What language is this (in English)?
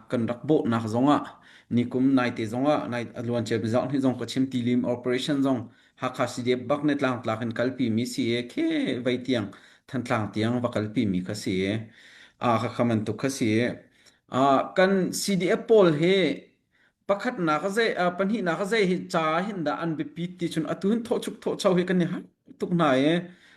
Hakha Chin